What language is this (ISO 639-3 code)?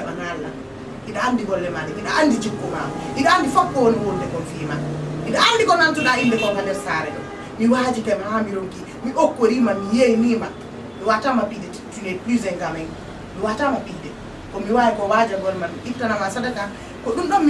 ful